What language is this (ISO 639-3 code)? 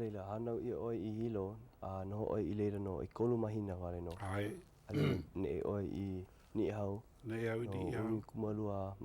haw